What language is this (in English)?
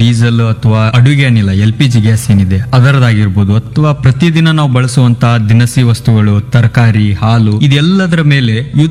Kannada